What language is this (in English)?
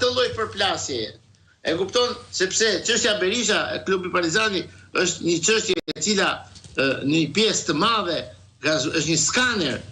Albanian